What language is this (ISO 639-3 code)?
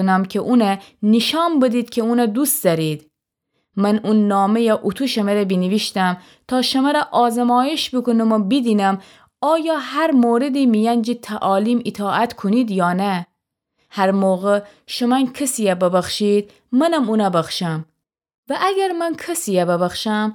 glk